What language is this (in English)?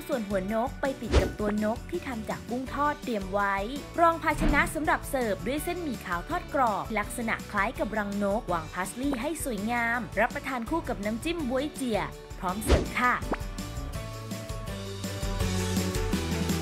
Thai